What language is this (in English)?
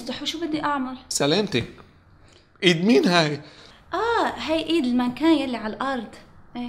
North Levantine Arabic